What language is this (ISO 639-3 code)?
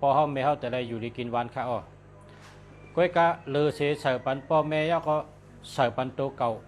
shn